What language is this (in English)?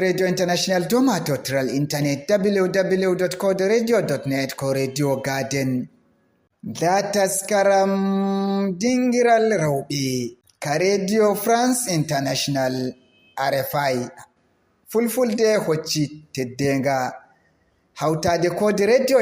Fula